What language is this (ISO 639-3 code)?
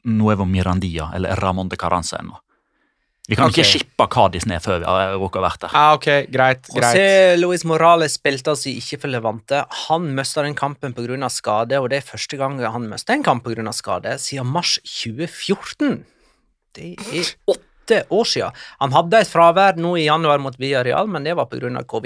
nor